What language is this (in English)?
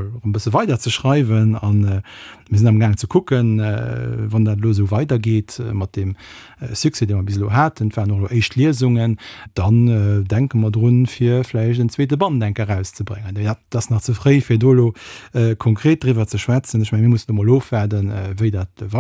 Luxembourgish